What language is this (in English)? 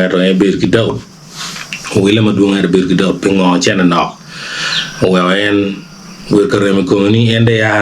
Acoli